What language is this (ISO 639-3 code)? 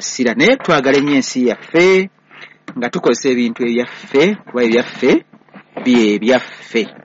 lug